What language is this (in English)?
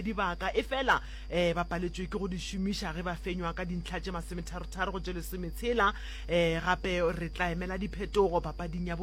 Northern Sotho